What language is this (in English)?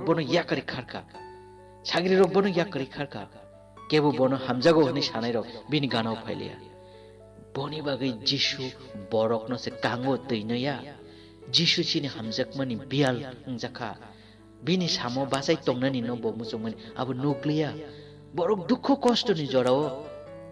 Kok Borok